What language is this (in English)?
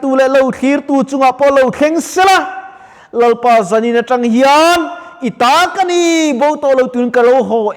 Mizo